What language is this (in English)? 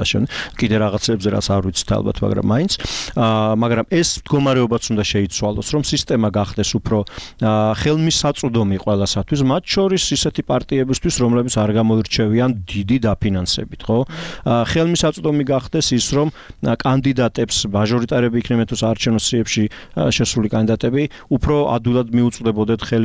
Georgian